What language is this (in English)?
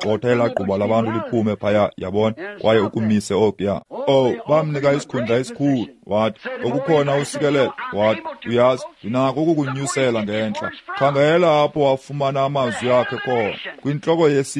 Xhosa